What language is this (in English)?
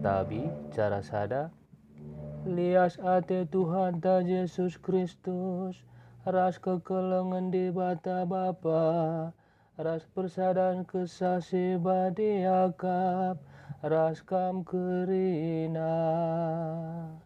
Batak Karo